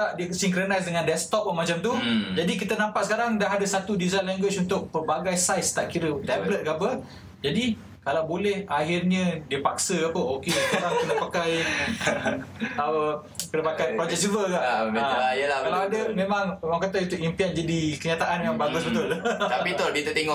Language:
Malay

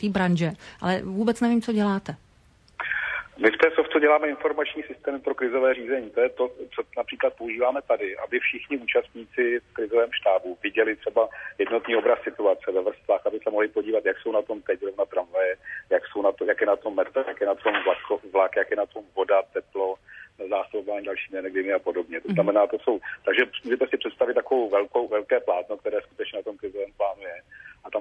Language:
Czech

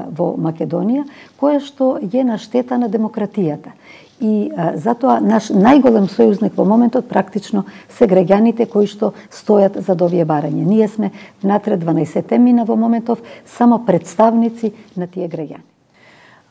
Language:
Macedonian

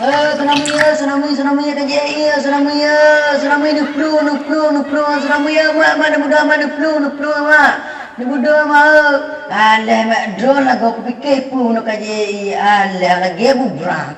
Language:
Achinese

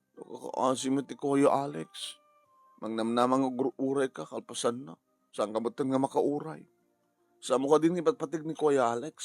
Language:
Iloko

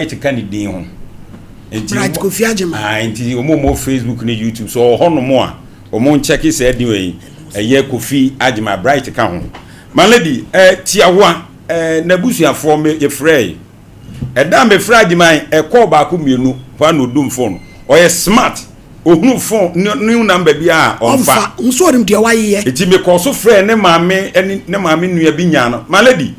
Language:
Akan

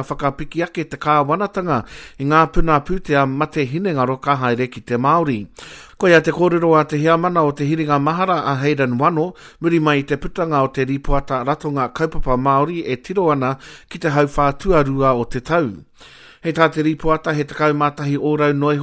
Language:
Māori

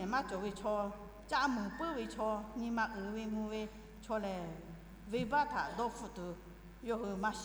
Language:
Lahu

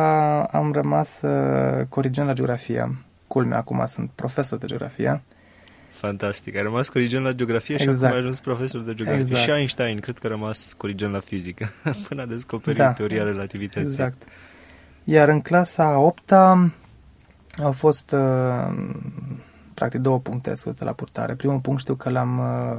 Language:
Romanian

